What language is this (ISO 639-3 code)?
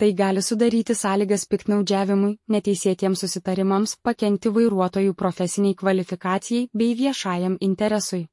lit